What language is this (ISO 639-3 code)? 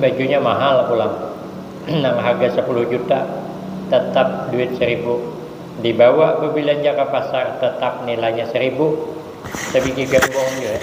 bjn